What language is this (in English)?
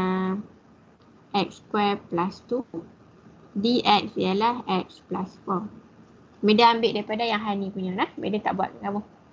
Malay